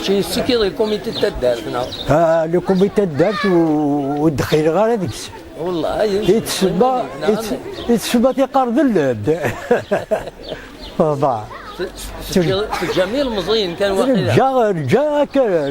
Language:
Kabyle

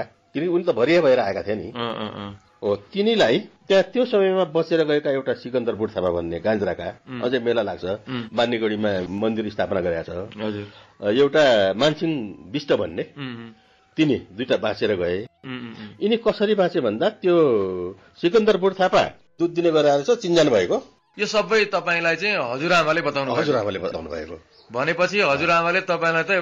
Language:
Nepali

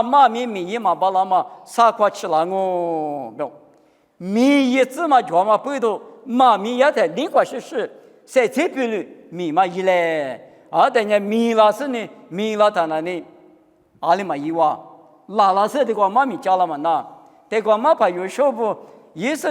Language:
Lisu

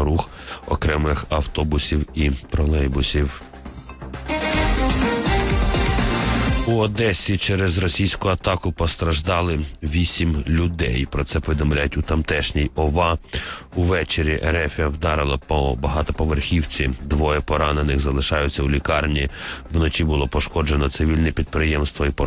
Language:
Ukrainian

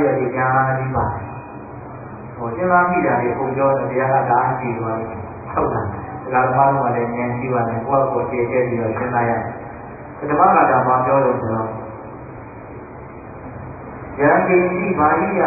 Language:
Burmese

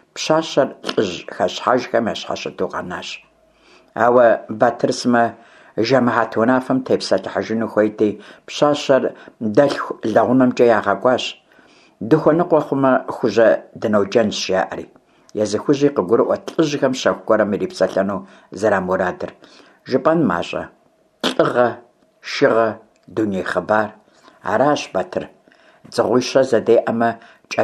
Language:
Kabardian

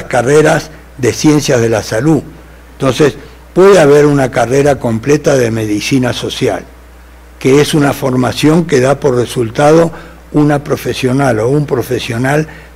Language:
Spanish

